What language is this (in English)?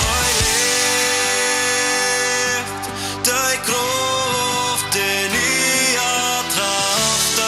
Plautdietsch